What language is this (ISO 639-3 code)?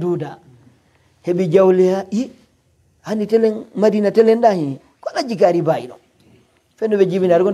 fuf